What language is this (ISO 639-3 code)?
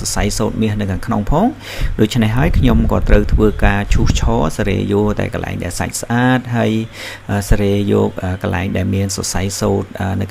khm